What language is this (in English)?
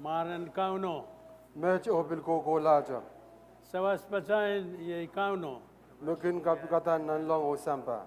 Pohnpeian